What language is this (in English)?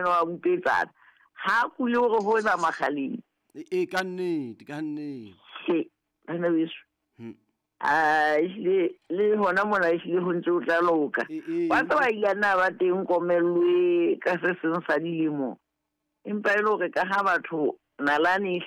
Southern Sotho